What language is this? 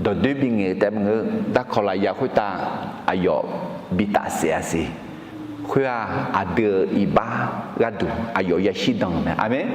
Akha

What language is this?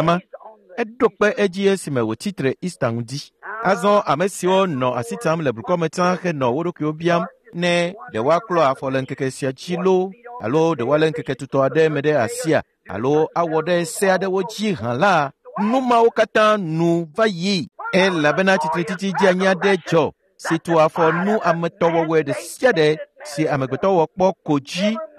Ewe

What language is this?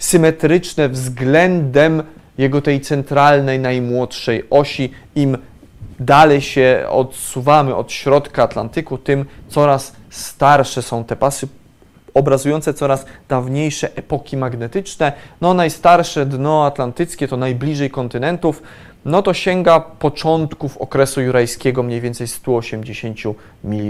Polish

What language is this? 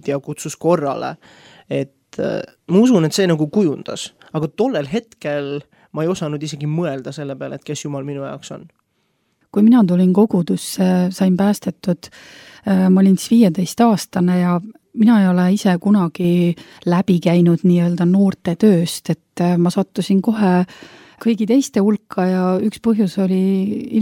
Estonian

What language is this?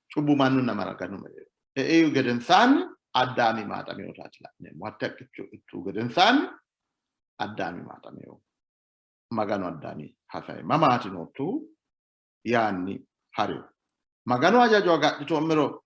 Sidamo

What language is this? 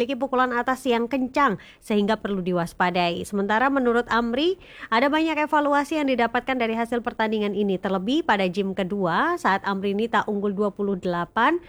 Indonesian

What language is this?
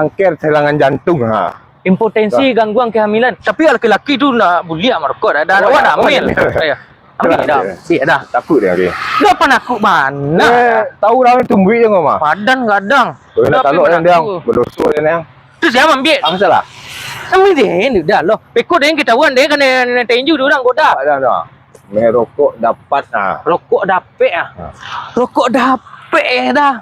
Minangkabau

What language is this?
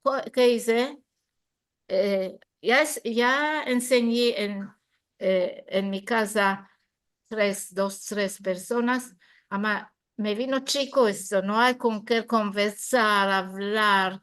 Ladino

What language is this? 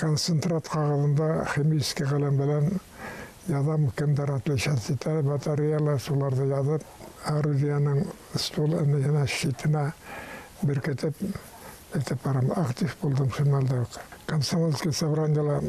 Bashkir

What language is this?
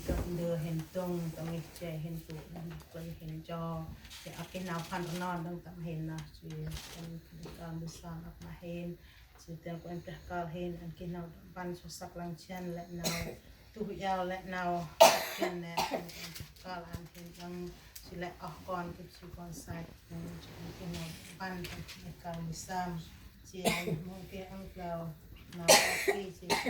Central Mnong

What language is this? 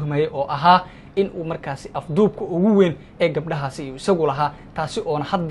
Somali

